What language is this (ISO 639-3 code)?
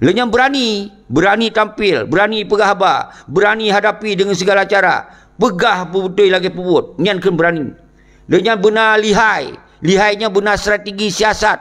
ace